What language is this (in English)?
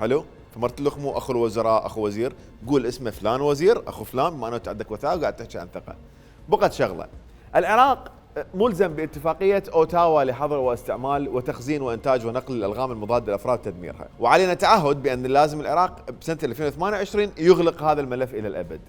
Mesopotamian Arabic